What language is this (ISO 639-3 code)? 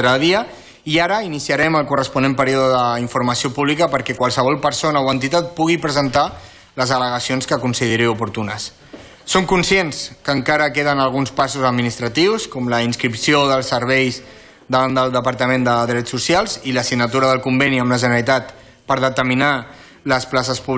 cat